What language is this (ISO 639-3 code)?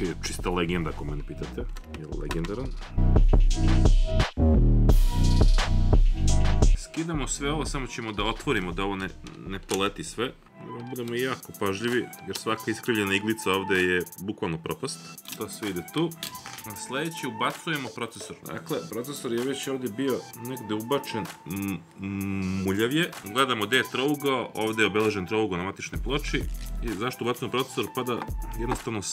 srp